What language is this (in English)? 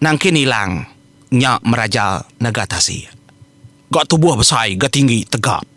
Iban